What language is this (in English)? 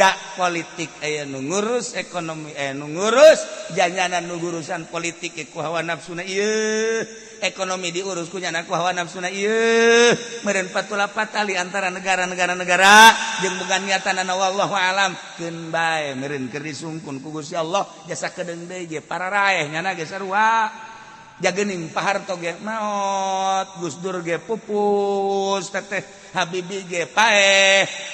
Sundanese